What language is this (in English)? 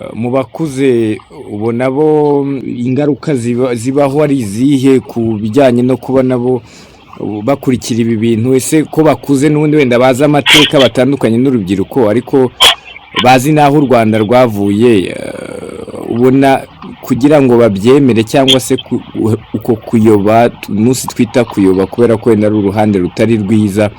Kinyarwanda